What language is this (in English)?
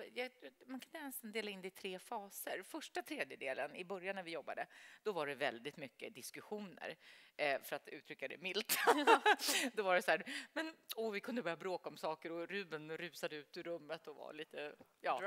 Swedish